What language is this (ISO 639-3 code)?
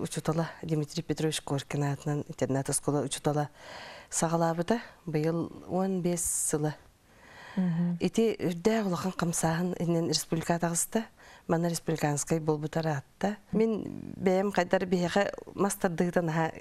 sah